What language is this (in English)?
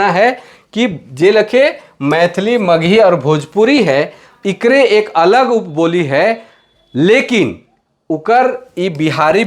Sadri